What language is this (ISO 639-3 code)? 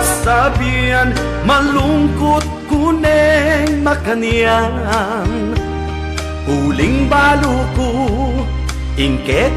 pam